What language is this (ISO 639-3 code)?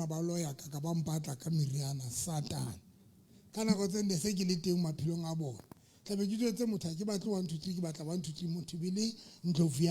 sot